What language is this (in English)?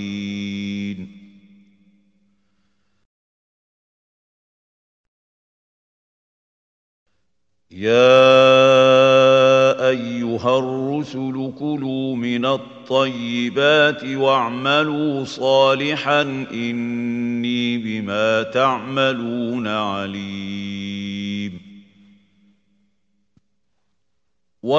Arabic